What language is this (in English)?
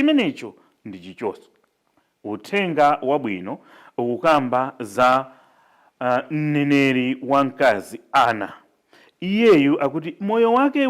Nyanja